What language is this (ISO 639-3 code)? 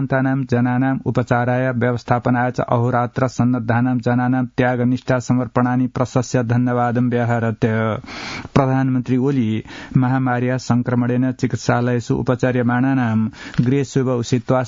san